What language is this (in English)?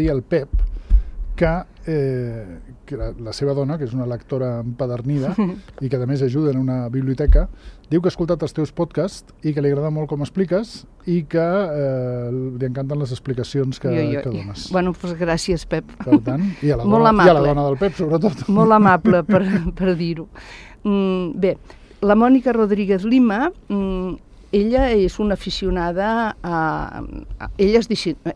Catalan